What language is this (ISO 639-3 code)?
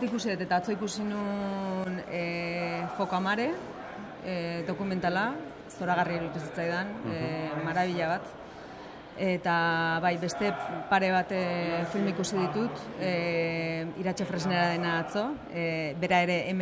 eus